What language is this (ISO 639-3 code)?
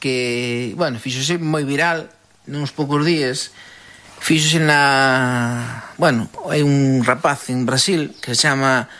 glg